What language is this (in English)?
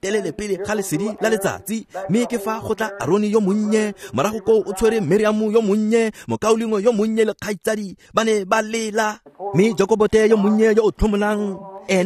Tswana